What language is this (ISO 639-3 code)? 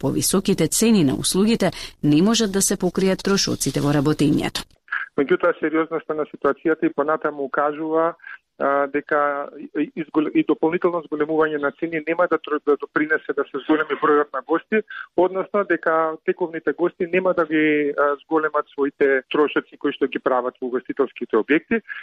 mkd